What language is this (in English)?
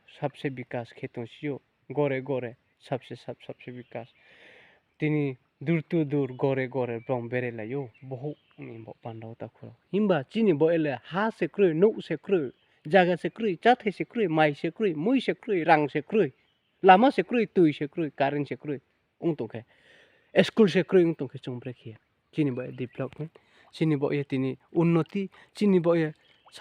Riang (India)